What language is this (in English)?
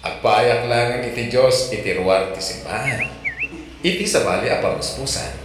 Iloko